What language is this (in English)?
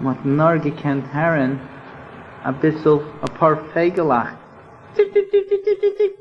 Yiddish